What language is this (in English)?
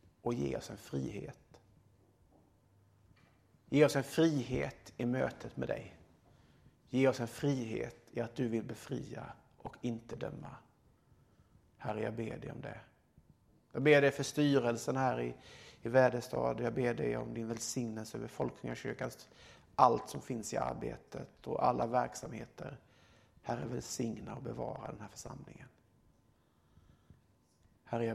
Swedish